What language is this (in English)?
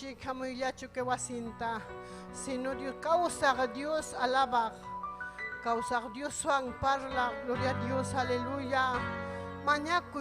Ayacucho Quechua